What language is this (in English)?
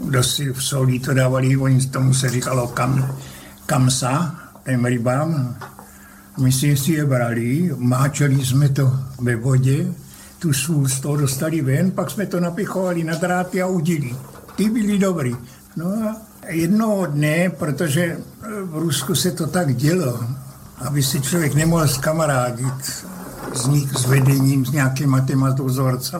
Czech